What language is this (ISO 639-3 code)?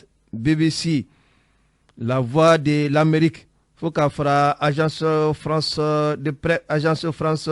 bam